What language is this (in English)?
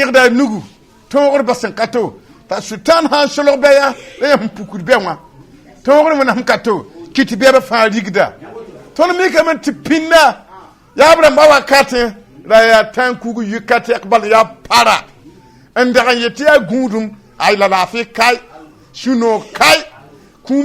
Mossi